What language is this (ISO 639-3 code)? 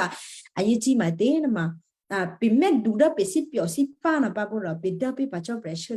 kyu